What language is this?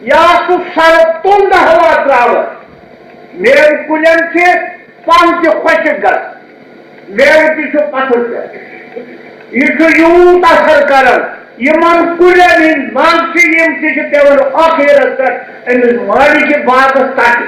Kashmiri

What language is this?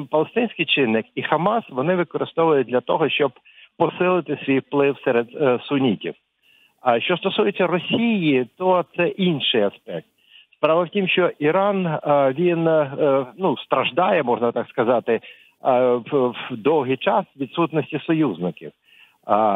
Ukrainian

